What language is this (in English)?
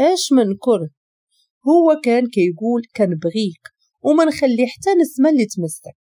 Moroccan Arabic